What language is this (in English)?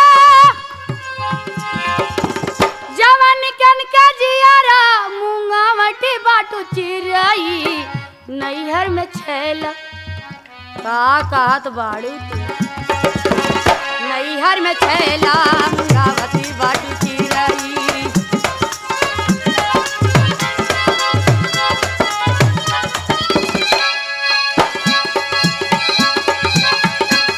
Bhojpuri